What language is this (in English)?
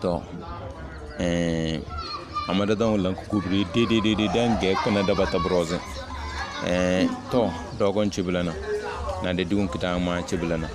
Tem